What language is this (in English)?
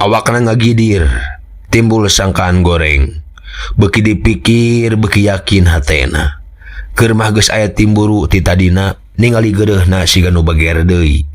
Sundanese